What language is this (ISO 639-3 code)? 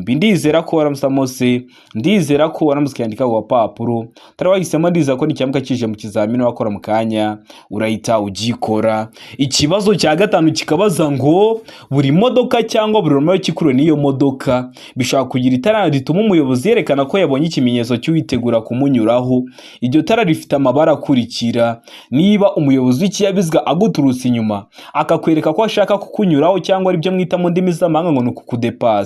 kin